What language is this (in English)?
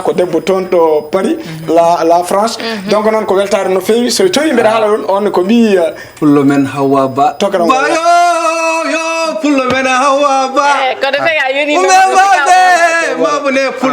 Fula